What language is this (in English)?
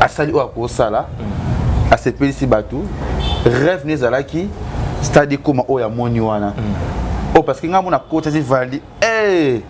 Lingala